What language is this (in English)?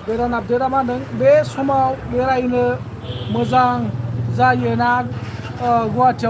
Bodo